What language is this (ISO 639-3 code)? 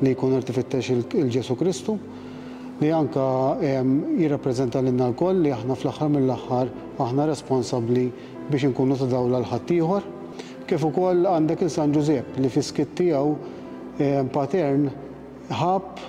mlt